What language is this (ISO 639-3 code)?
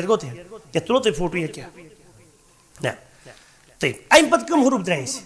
kas